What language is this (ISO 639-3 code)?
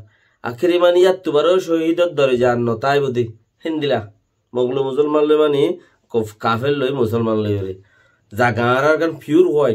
rhg